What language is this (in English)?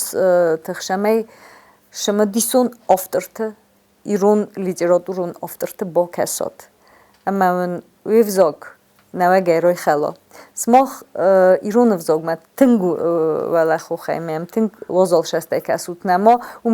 Ossetic